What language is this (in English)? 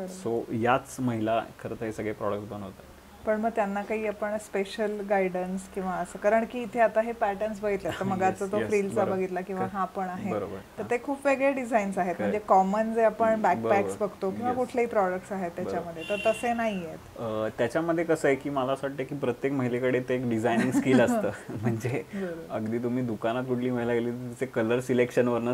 Marathi